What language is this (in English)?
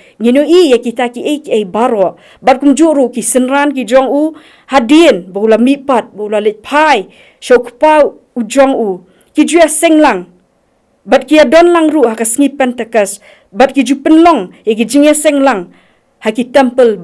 Khasi